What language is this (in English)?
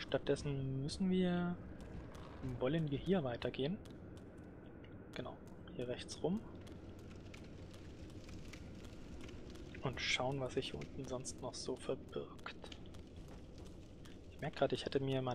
German